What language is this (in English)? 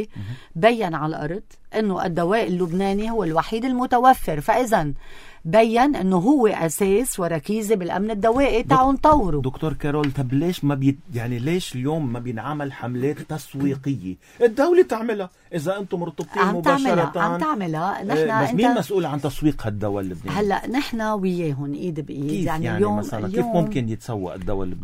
North Levantine Arabic